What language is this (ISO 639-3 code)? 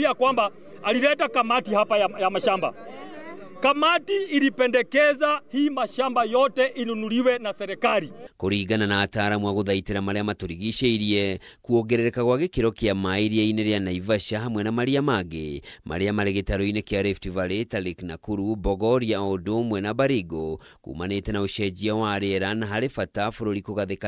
kik